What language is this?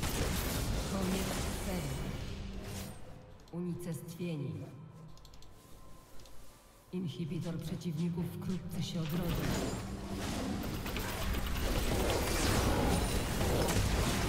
Polish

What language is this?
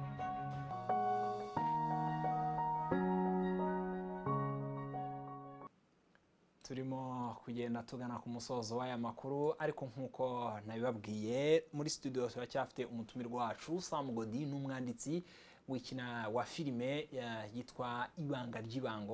Kinyarwanda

